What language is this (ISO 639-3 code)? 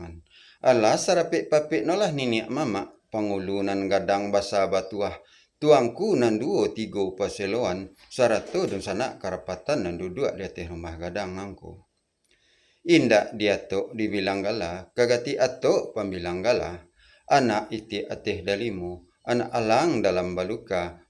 min